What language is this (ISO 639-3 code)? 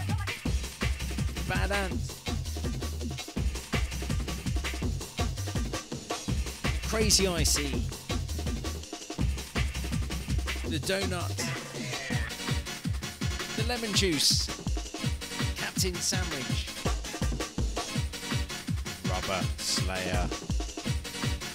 eng